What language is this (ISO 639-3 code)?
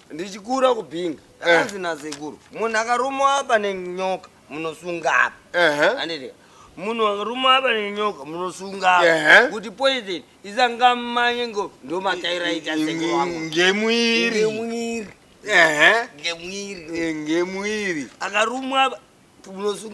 sna